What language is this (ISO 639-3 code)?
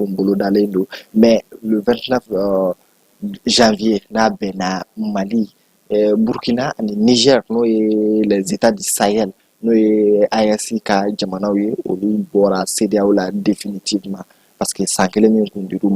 bam